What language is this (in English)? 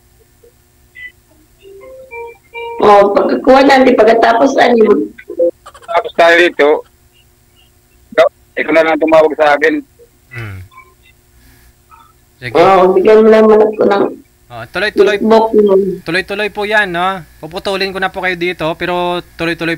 Filipino